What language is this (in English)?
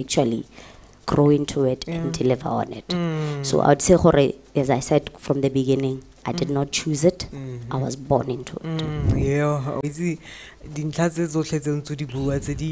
Tswana